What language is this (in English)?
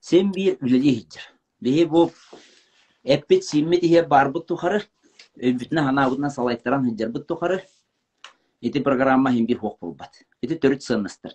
Yakut